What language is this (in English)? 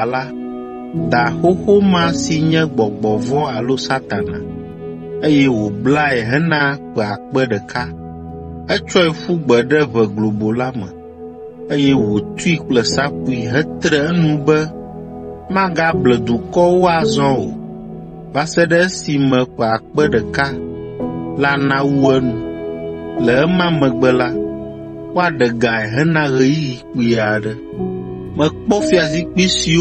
Ewe